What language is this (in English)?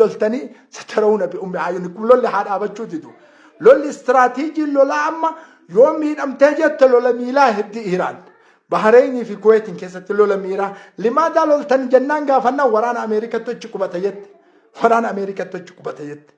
Oromo